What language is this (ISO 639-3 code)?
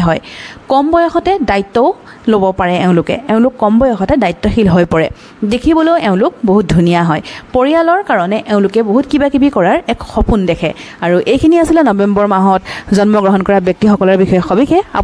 asm